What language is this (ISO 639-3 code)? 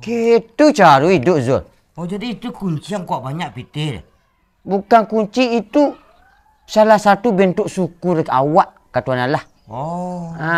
min